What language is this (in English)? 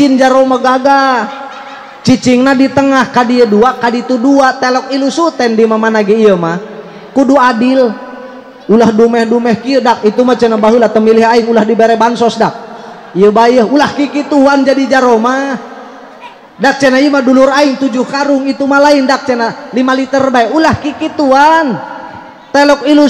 Sundanese